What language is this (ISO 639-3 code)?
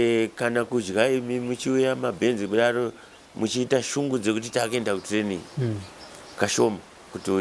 sna